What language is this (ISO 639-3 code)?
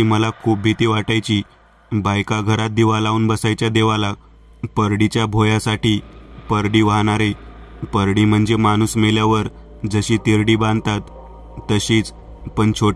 mar